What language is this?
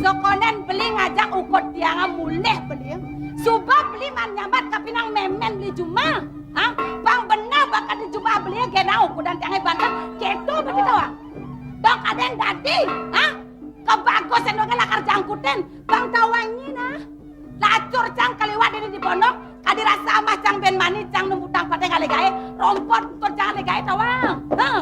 Balinese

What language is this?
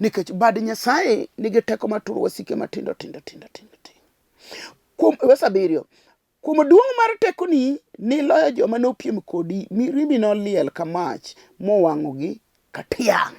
Luo (Kenya and Tanzania)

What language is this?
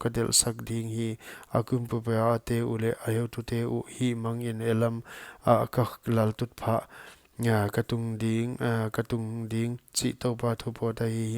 Paite Chin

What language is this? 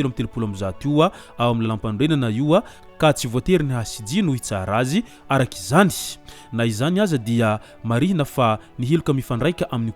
Malagasy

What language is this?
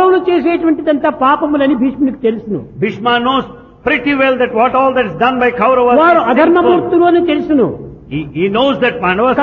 Telugu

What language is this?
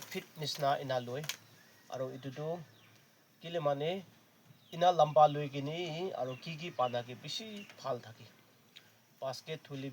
Naga Pidgin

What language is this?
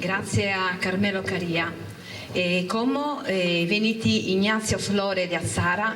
Sardinian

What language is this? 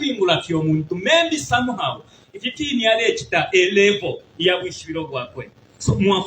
Bemba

